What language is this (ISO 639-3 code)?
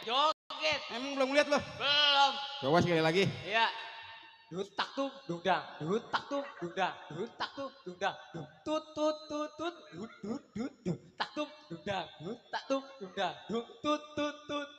bew